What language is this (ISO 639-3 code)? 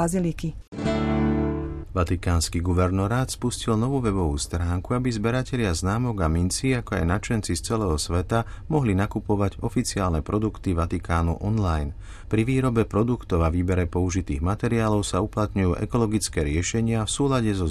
slk